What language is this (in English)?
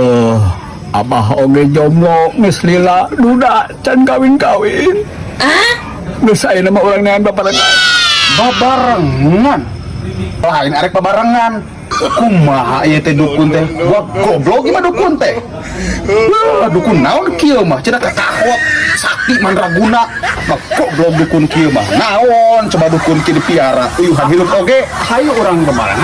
Sundanese